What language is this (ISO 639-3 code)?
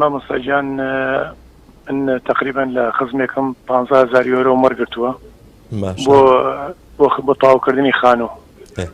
ckb